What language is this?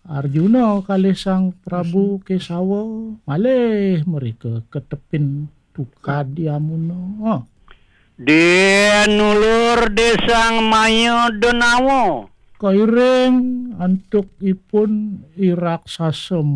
Balinese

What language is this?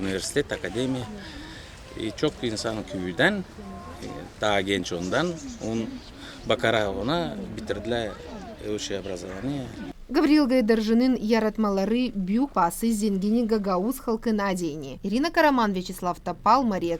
Gagauz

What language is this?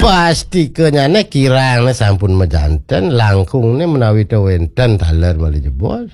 Balinese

